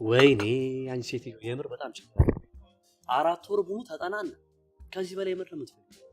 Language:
Amharic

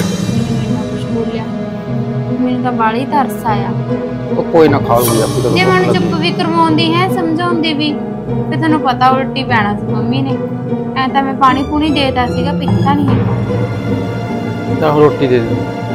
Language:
Punjabi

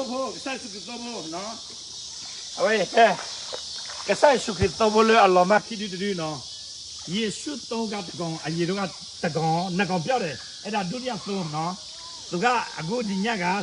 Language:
S'gaw Karen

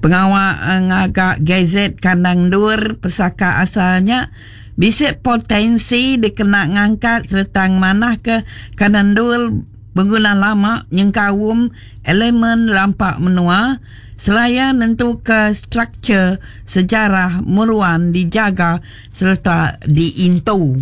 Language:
Iban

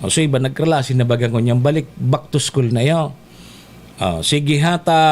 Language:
Bikol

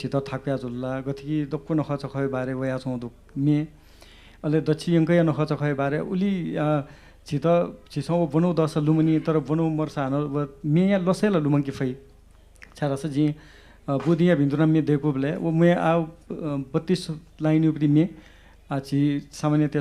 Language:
Newari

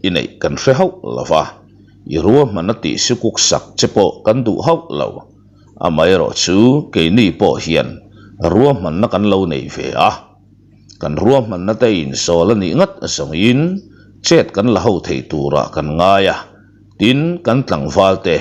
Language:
Mizo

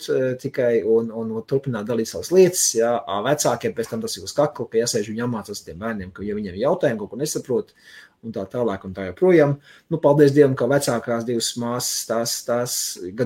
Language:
Latvian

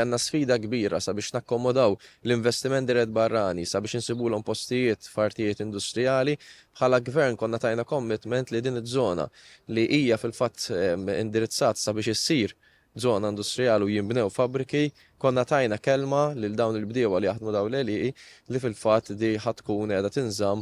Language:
Maltese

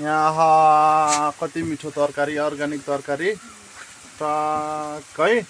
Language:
Nepali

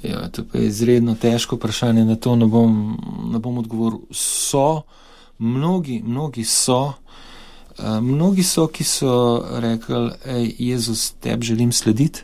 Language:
Slovenian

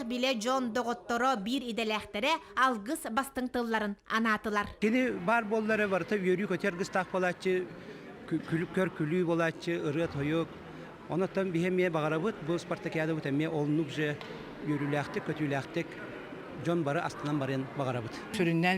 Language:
Yakut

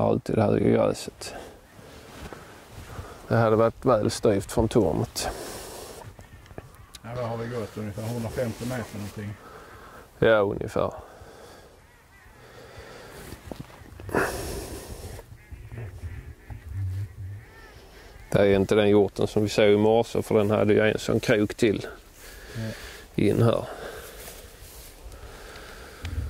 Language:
Swedish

